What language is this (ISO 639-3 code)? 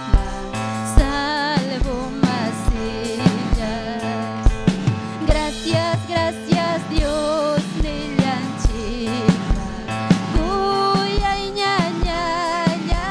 quy